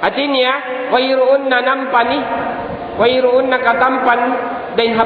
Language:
Tausug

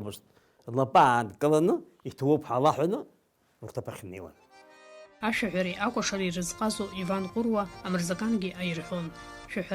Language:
Abkhazian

